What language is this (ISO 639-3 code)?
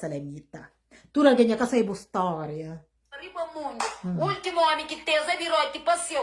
kea